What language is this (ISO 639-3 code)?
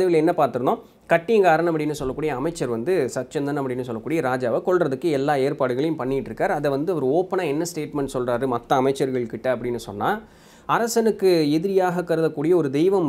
tam